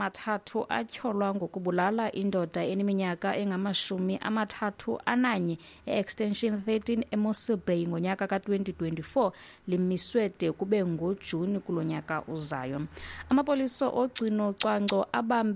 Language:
Xhosa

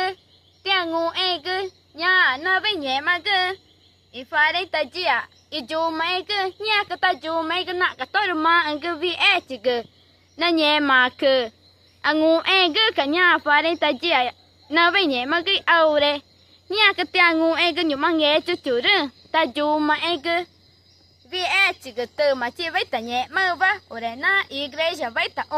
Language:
Ticuna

